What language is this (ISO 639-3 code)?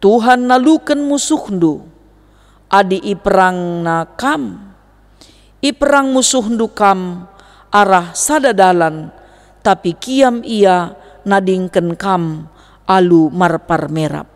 btx